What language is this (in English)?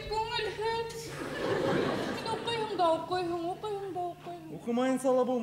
Bashkir